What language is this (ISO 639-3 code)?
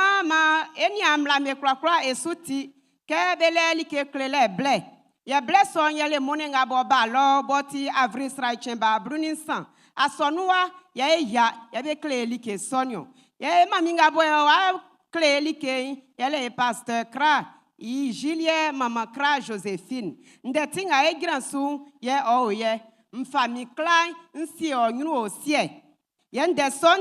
bci